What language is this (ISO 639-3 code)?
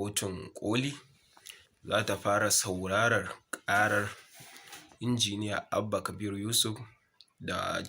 hau